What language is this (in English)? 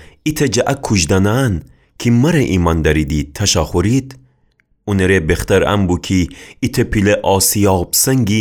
Gilaki